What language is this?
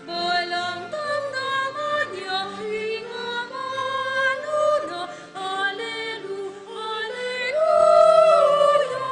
Pampanga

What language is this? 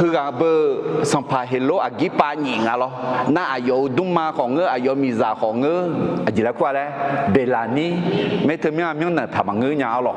Akha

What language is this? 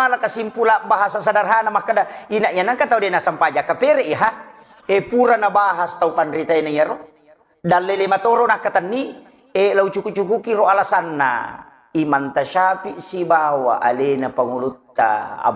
Buginese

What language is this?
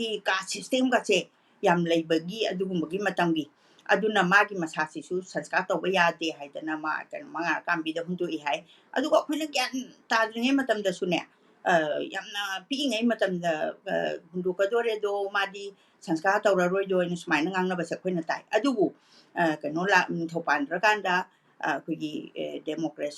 Manipuri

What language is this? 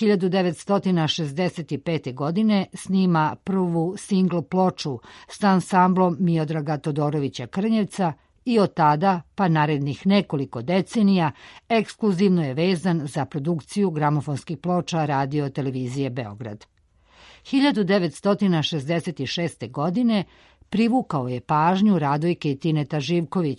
Serbian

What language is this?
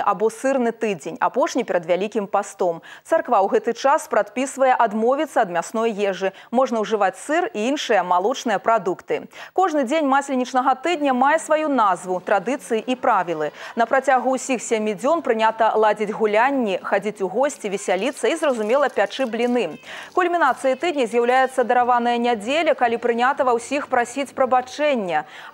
Belarusian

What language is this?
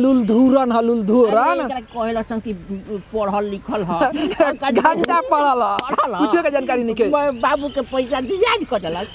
Bhojpuri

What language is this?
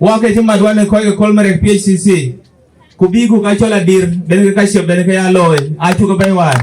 Dinka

